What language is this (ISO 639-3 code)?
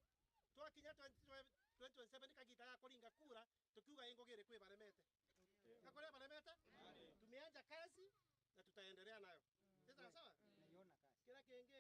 mer